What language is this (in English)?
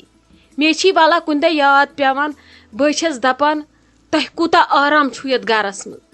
Kashmiri